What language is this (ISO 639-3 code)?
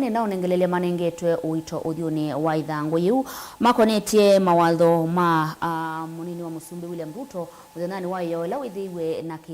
kam